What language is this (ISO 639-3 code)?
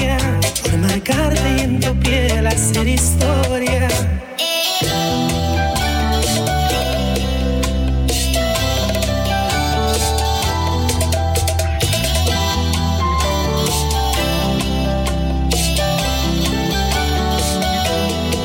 spa